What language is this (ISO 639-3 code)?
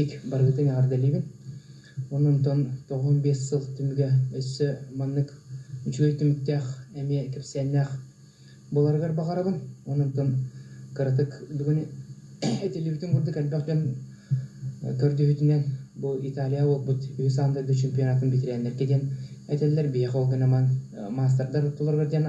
sah